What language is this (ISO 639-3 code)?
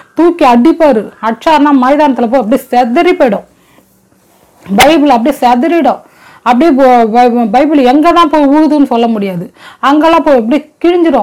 tam